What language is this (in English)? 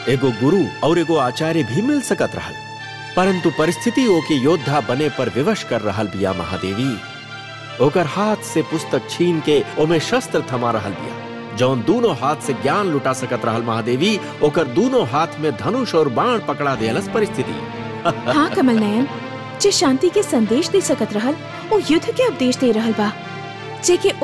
Bhojpuri